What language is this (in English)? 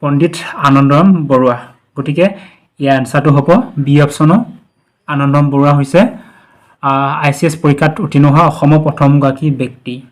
Assamese